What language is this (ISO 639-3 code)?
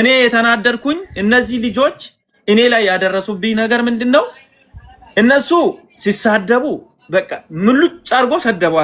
amh